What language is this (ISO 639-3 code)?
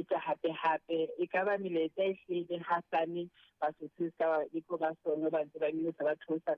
sot